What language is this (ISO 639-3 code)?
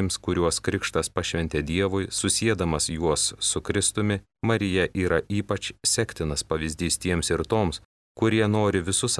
lit